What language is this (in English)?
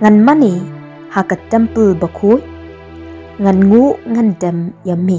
Khasi